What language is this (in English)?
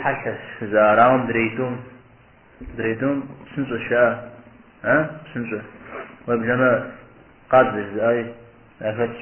Kabardian